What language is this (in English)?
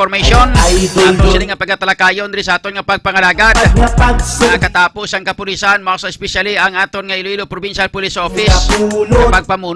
Hiligaynon